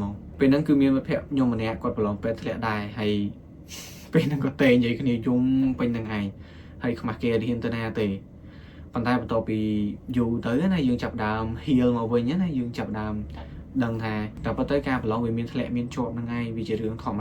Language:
Khmer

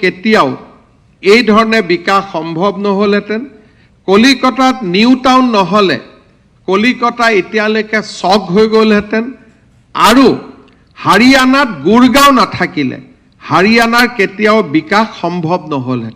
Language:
Assamese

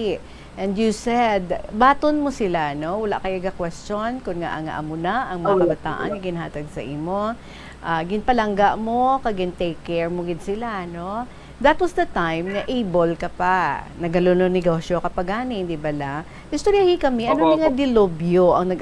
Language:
Hiligaynon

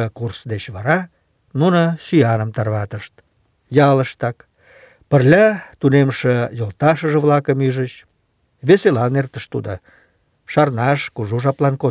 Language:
Mari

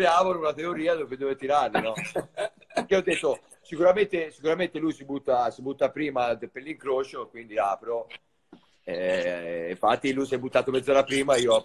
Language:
Italian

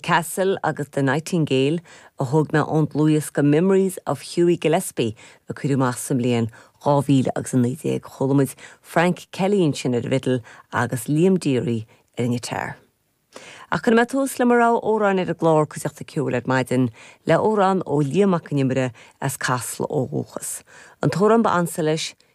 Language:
Irish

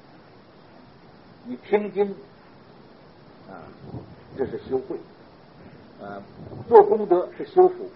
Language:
Chinese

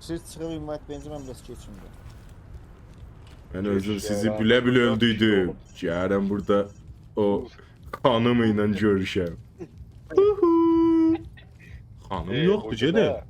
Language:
South Azerbaijani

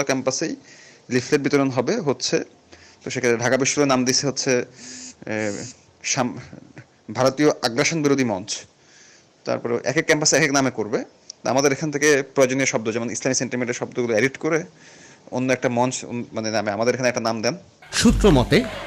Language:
Bangla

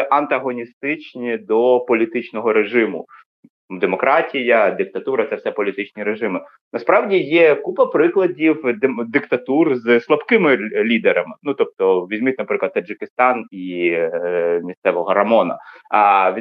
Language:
Ukrainian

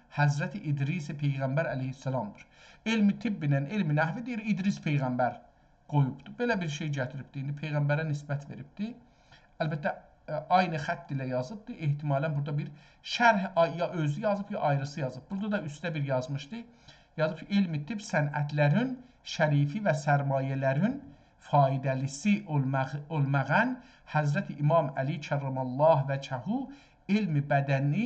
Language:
South Azerbaijani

